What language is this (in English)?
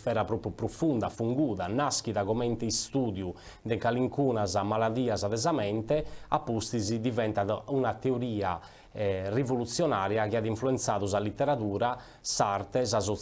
Sardinian